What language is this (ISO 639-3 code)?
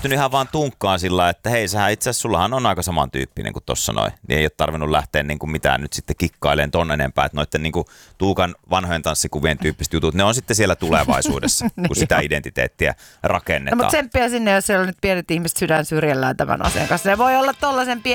fin